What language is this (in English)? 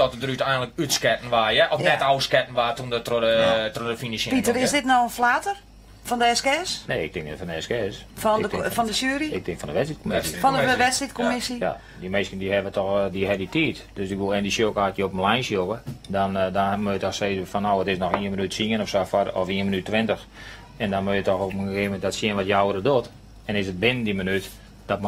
Western Frisian